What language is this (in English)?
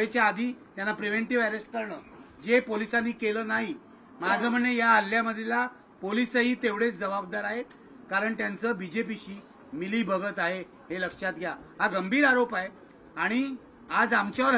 Marathi